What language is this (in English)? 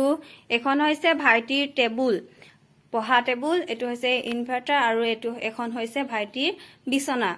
Assamese